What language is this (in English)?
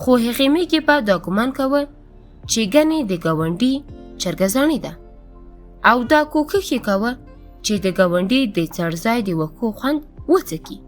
Pashto